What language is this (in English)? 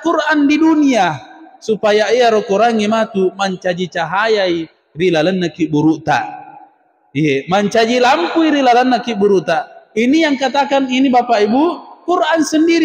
Buginese